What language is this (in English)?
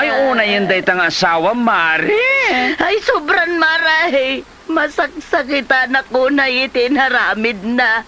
Iloko